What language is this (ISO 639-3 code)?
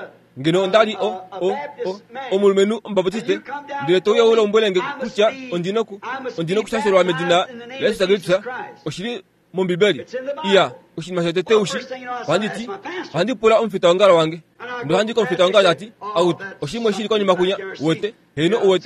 kua